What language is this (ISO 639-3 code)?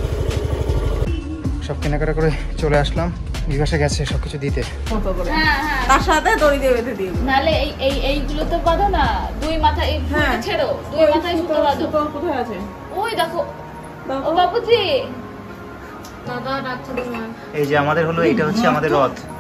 ben